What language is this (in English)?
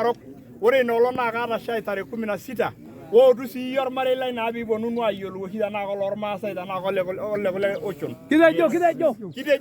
Masai